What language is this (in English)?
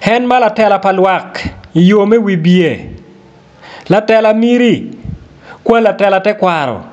Acoli